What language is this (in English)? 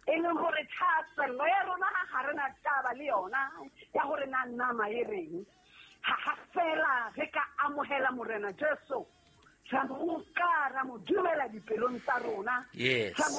Southern Sotho